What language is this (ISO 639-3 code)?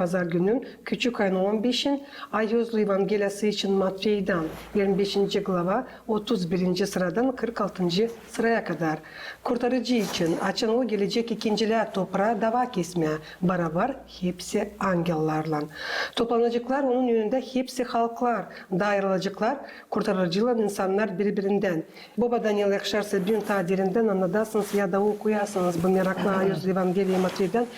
gag